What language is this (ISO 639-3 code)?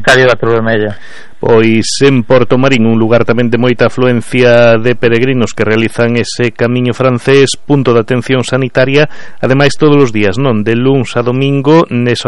glg